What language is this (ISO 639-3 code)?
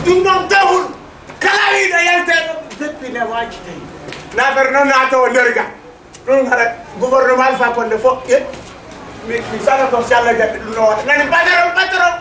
ful